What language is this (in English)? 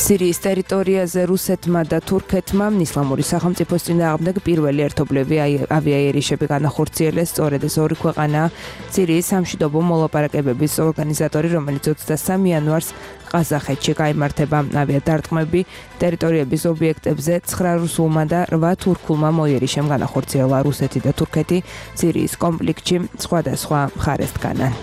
Georgian